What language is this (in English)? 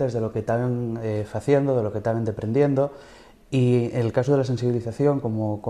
Asturian